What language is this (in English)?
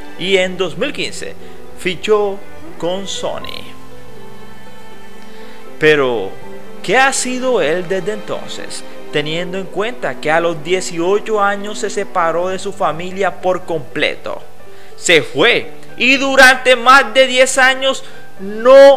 Spanish